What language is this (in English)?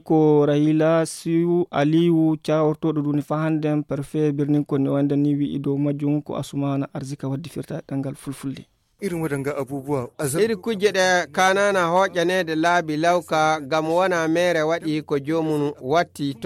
Fula